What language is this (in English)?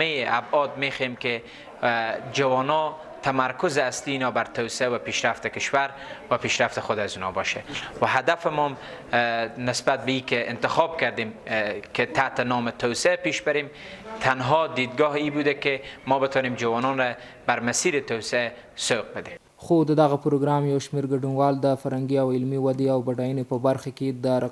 Pashto